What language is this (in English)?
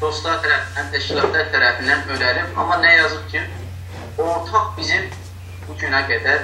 South Azerbaijani